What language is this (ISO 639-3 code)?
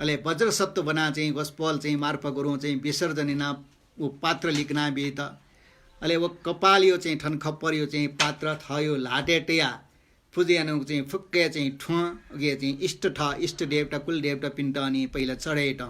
new